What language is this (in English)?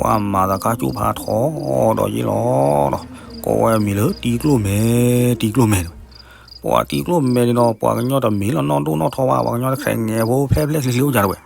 S'gaw Karen